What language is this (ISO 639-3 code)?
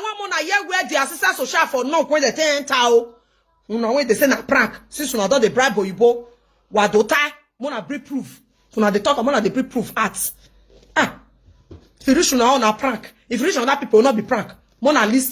pcm